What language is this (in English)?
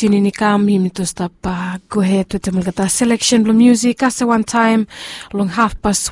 Bislama